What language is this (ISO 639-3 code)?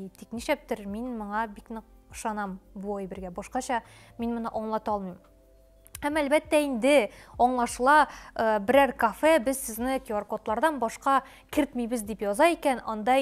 tat